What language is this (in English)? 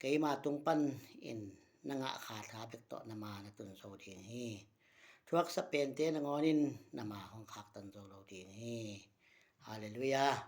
Tedim Chin